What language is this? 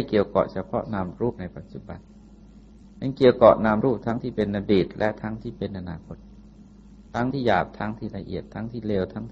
Thai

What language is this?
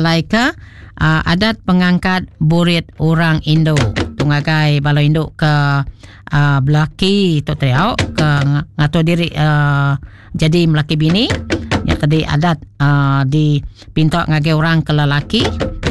Iban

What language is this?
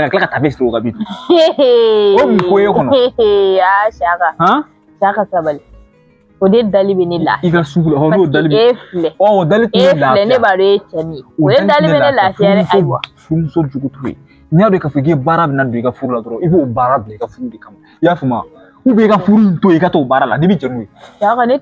Bambara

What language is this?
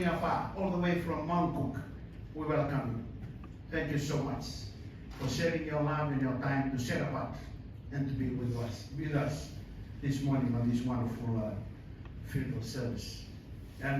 Fijian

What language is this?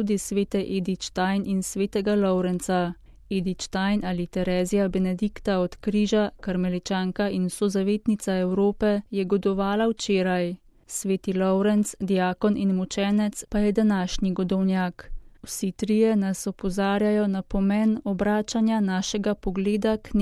Slovenian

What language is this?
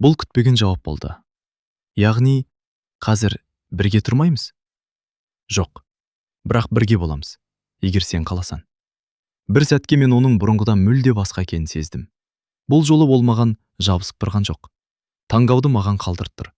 Kazakh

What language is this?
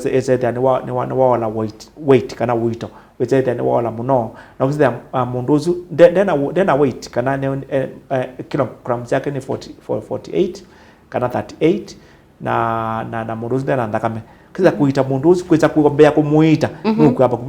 Kamba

